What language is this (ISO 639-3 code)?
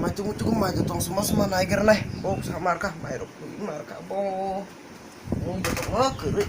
trp